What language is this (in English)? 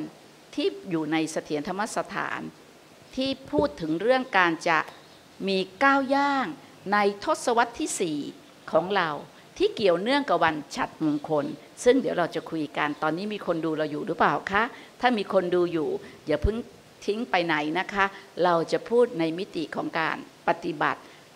Thai